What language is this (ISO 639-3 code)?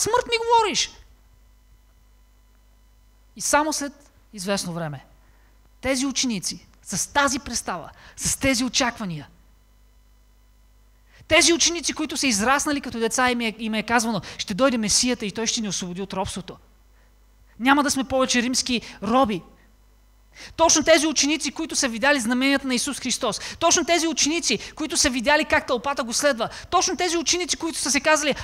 bul